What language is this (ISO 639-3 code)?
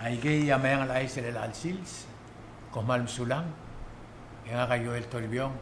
pau